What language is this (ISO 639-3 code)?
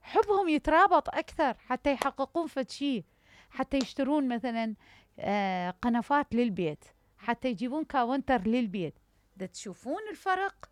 acm